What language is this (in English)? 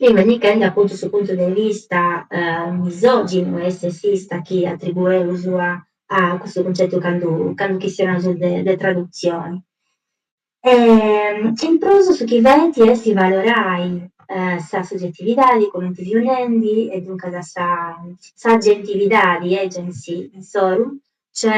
Sardinian